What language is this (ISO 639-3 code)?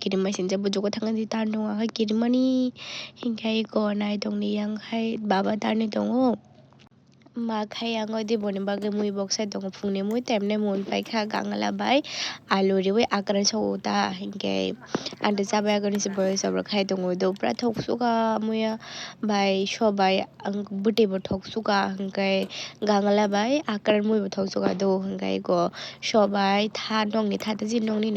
trp